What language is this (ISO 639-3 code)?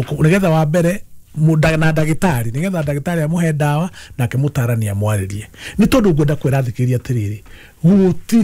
kik